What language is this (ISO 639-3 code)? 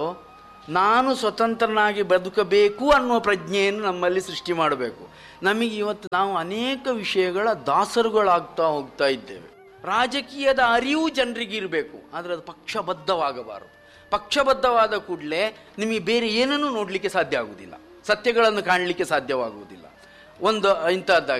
kan